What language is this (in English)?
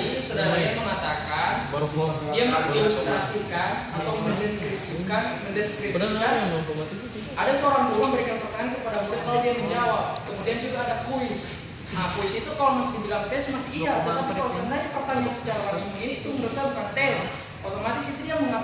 Indonesian